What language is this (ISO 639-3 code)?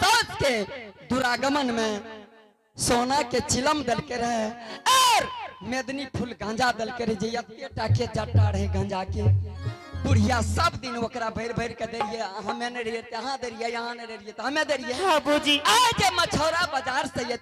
anp